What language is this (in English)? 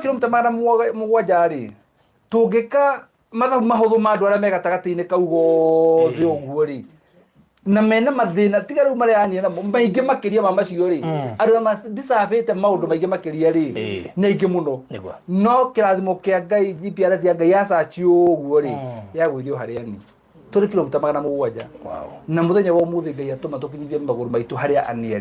Kikuyu